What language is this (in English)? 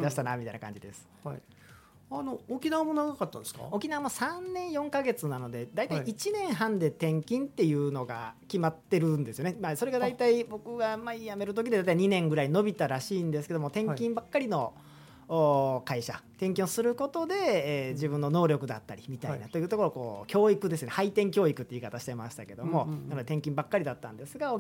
Japanese